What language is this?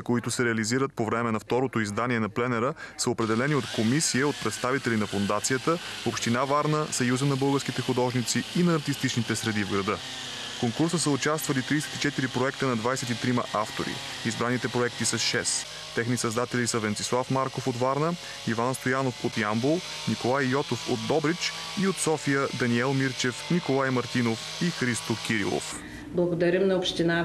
Bulgarian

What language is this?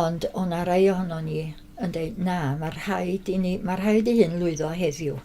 Welsh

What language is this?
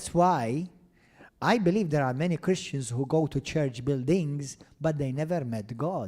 English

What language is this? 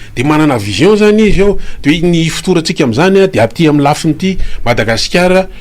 Malagasy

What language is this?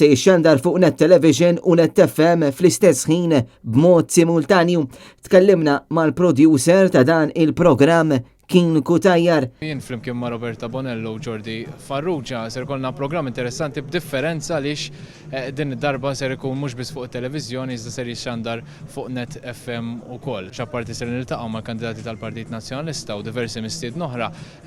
Maltese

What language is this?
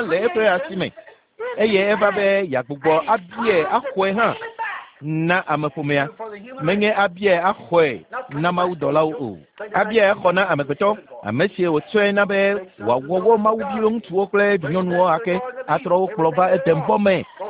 Ewe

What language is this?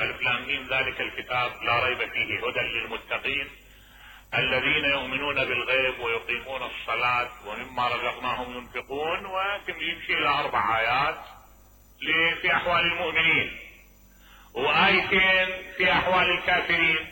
Mesopotamian Arabic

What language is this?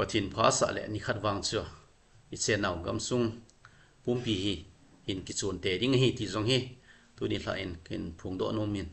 Thado Chin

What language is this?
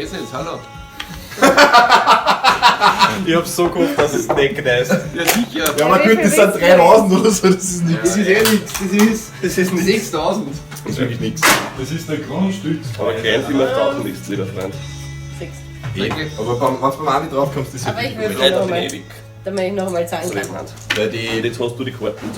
Bavarian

